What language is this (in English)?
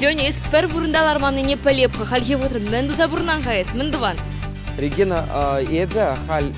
Chuvash